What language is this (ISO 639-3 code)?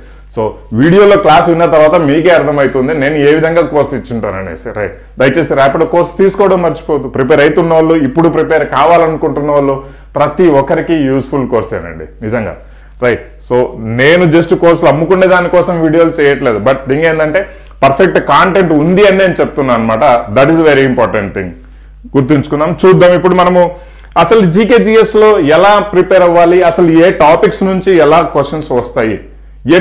tel